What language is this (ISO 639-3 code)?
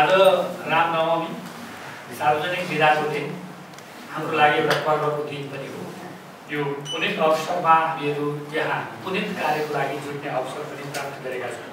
nep